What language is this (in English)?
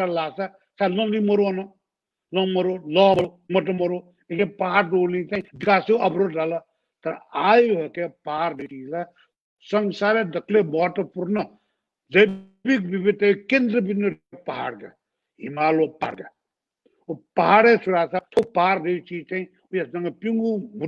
Newari